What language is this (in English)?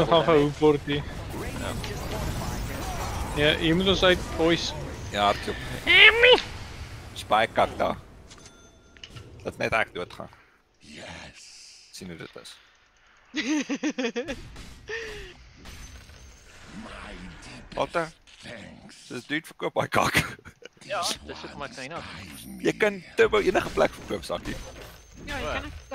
Afrikaans